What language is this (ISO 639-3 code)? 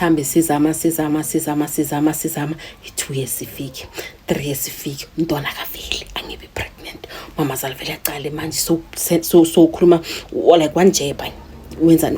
zul